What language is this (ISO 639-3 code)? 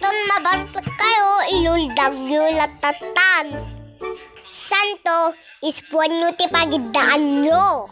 ilo